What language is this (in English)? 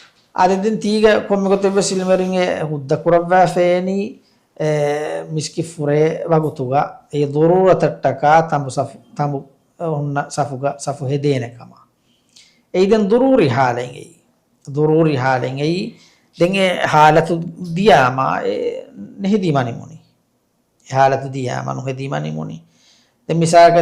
Divehi